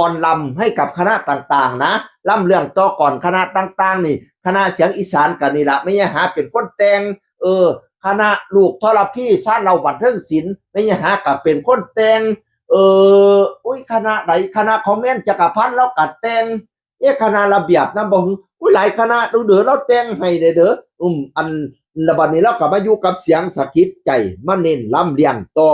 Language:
Northeastern Thai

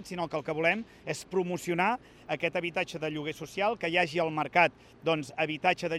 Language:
Catalan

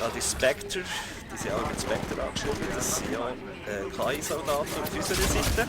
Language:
Swiss German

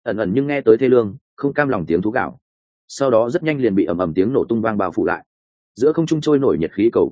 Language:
Vietnamese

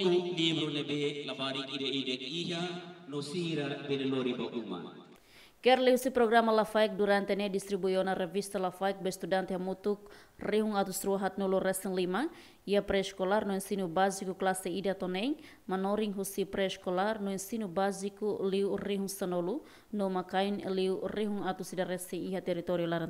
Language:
Tetum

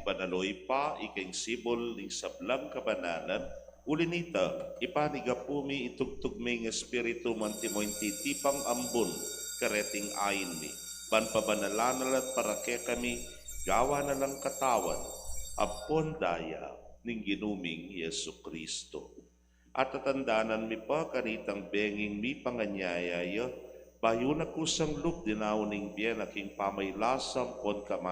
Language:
Pampanga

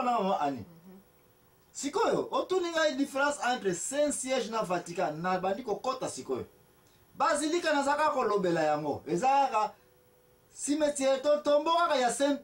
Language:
Lingala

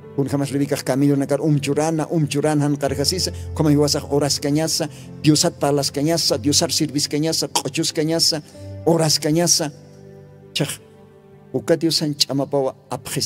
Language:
Aymara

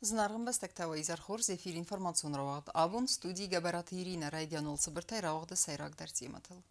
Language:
Ossetic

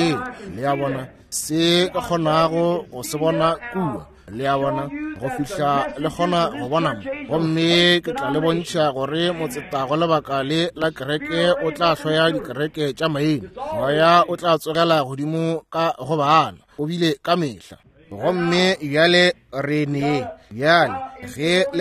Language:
Northern Sotho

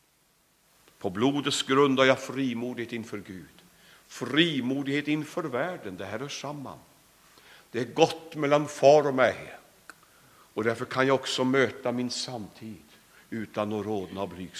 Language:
Swedish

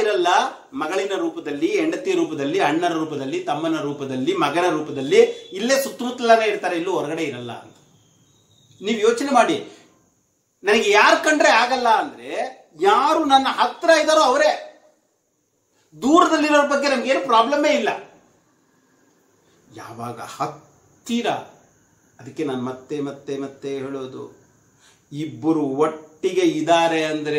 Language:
Kannada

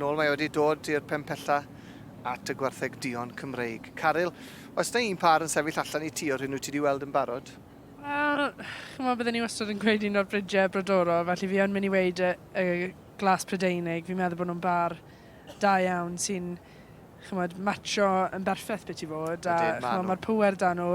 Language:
Welsh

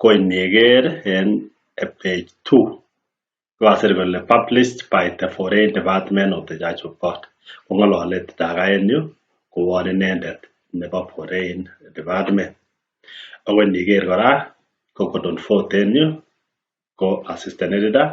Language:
Kalenjin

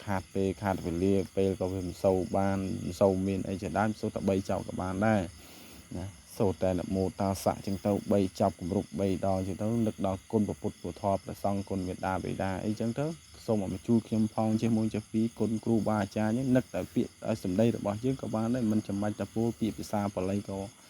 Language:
Khmer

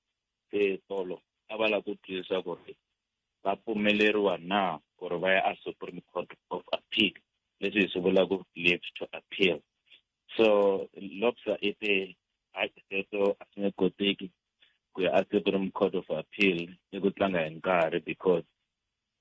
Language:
Tsonga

